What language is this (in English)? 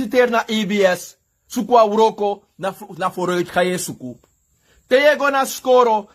Sranan Tongo